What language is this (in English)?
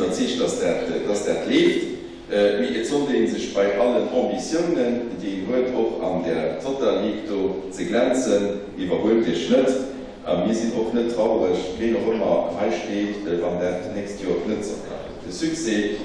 Luxembourgish